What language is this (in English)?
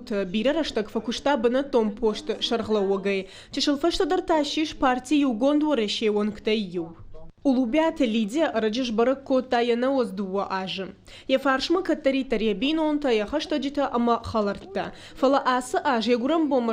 Ossetic